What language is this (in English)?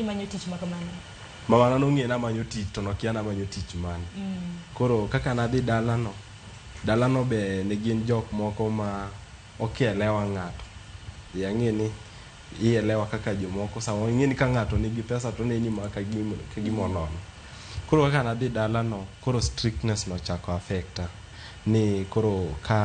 Luo (Kenya and Tanzania)